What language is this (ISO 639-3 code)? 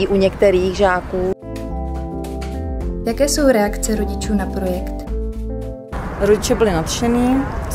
ces